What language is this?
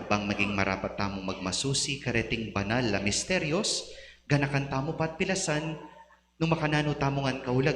Pampanga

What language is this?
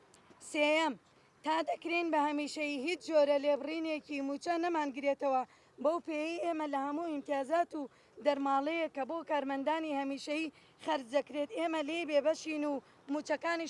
Central Kurdish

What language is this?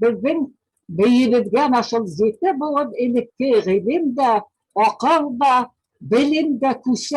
Bashkir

